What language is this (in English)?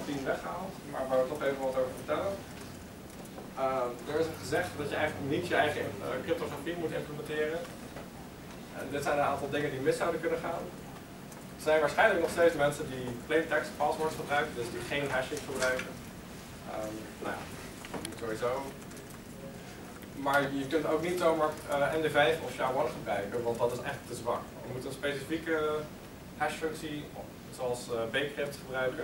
Dutch